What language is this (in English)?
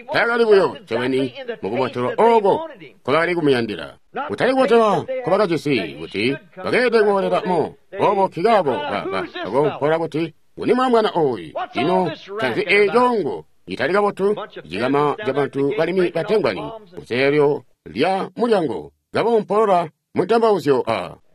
Tonga (Zambia)